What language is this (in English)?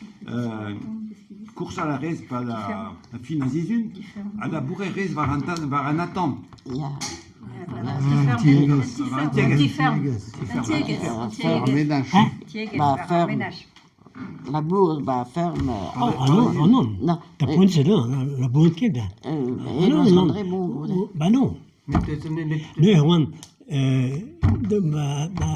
Breton